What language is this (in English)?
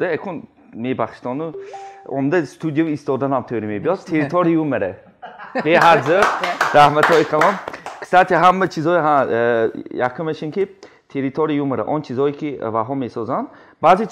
Tajik